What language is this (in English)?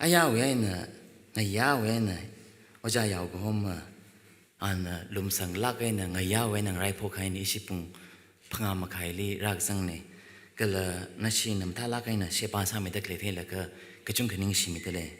Tangkhul Naga (India)